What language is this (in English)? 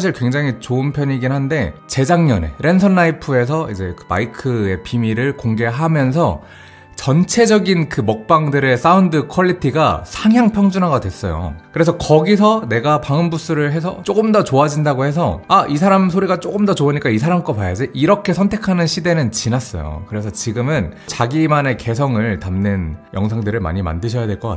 Korean